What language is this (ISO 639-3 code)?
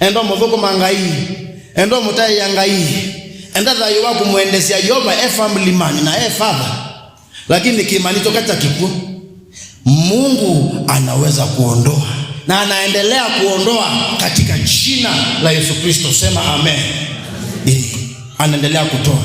kam